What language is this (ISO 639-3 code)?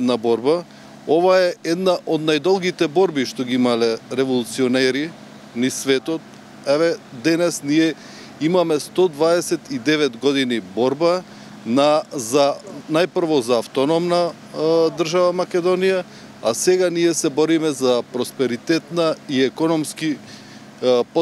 mkd